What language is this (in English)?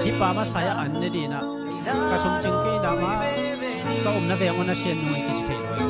Tedim Chin